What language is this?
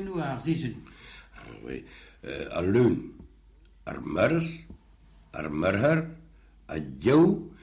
Breton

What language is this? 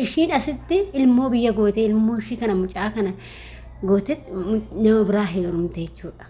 Oromo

